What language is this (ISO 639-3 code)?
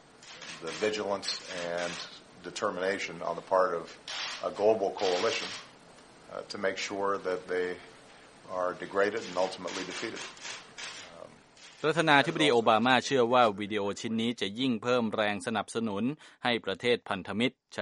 tha